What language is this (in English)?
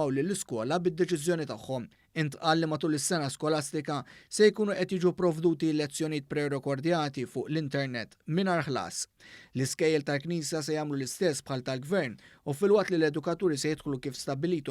Maltese